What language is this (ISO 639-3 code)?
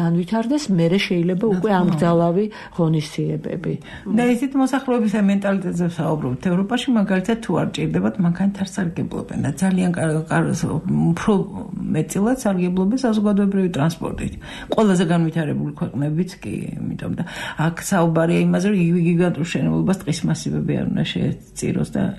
kat